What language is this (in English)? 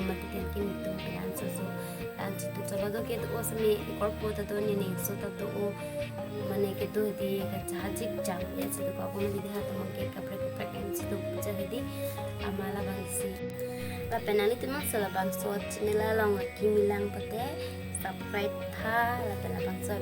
Karbi